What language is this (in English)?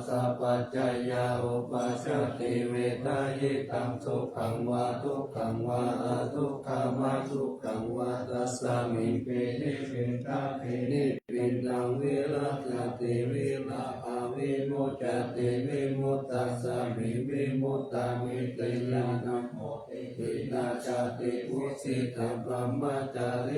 Pali